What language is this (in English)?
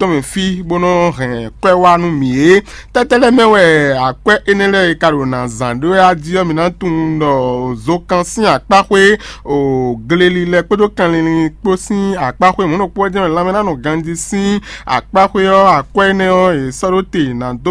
Fon